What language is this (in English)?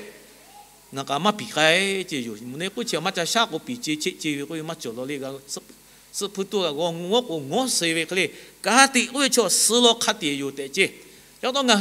Lahu